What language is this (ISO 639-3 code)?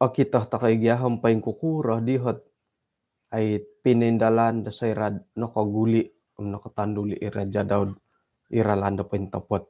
dtp